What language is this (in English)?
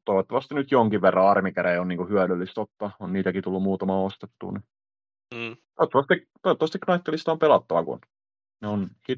Finnish